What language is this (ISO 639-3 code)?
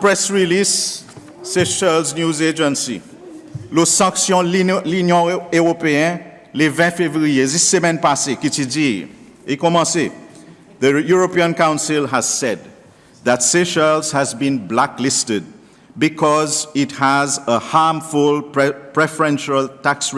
crs